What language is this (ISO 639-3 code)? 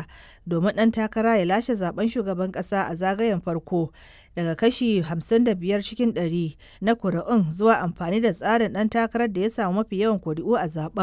hau